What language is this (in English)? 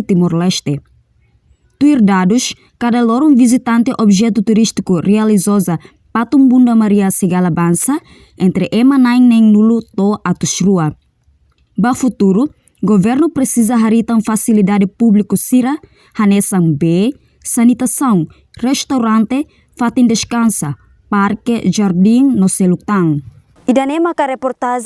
Tetum